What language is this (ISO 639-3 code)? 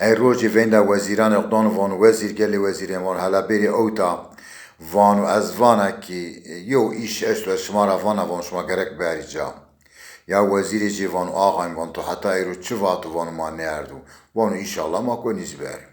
zza